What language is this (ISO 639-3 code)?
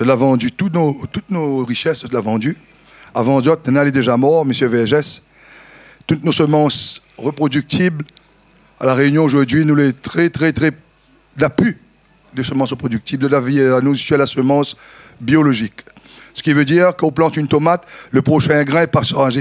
rcf